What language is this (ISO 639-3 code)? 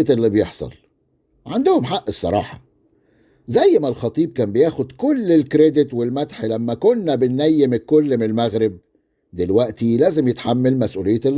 arz